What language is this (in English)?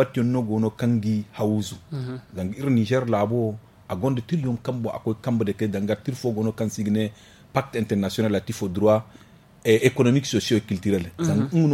Zarma